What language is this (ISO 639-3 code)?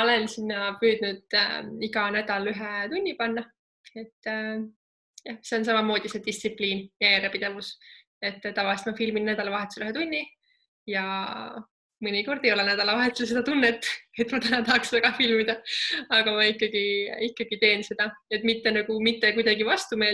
est